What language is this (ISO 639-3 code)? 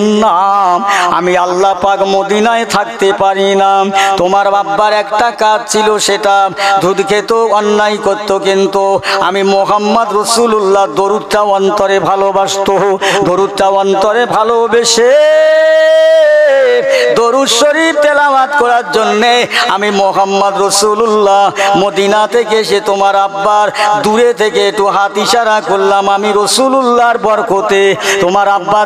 ben